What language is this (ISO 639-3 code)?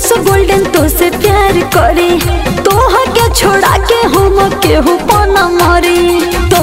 bho